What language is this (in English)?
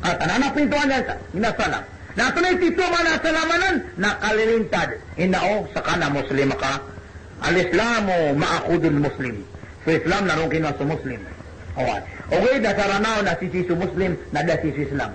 Maranao